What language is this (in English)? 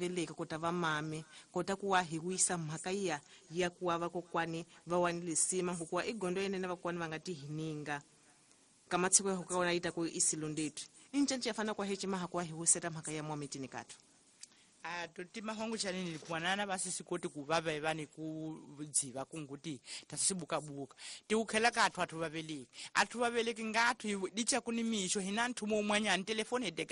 Tsonga